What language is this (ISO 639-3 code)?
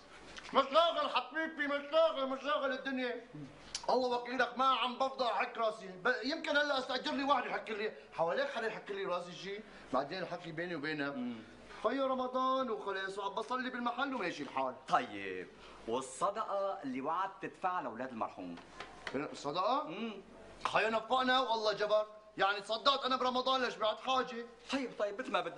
apc